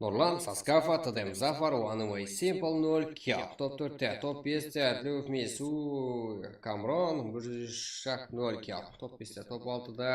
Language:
Kara-Kalpak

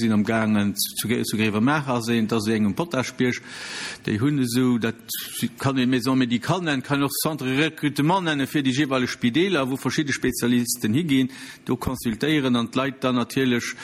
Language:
Luxembourgish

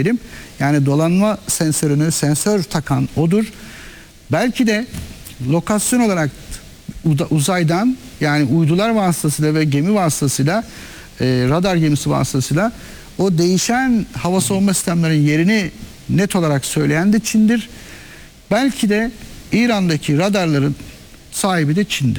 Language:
Turkish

